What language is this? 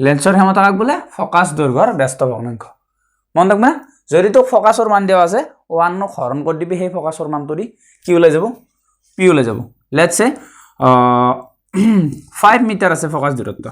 Assamese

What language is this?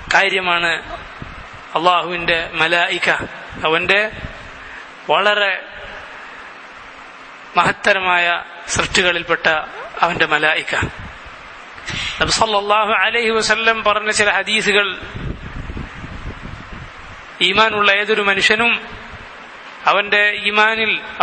Malayalam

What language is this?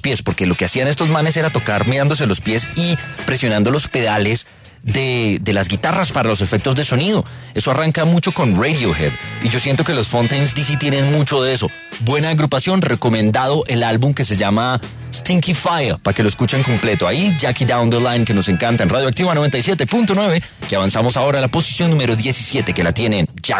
Spanish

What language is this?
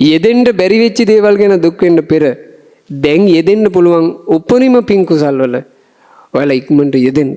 Sinhala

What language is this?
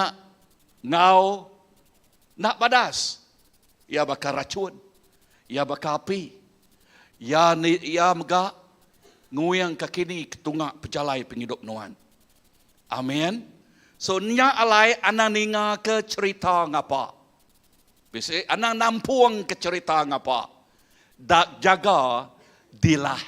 Iban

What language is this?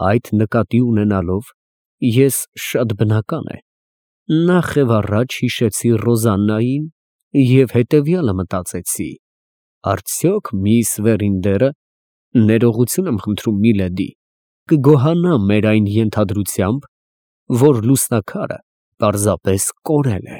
Armenian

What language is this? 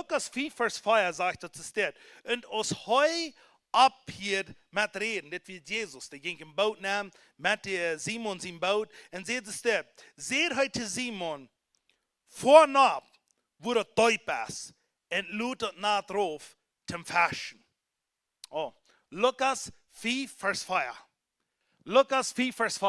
Plautdietsch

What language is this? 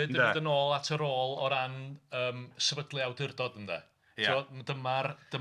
Welsh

